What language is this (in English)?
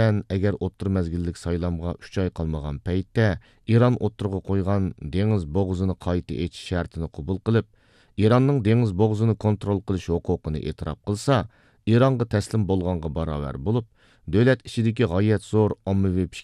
Uyghur